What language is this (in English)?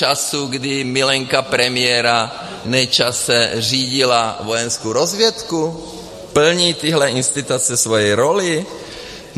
Czech